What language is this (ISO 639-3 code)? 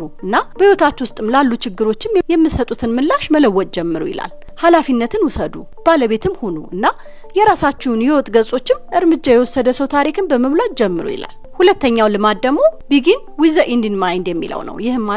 amh